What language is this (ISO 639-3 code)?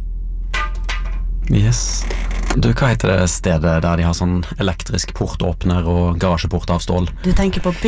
nor